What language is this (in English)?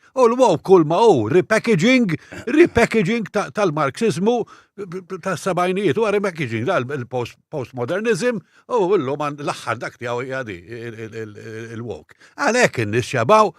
Maltese